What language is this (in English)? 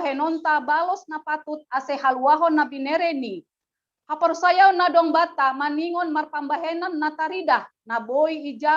Batak Simalungun